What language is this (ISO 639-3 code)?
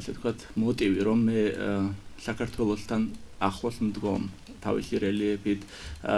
kat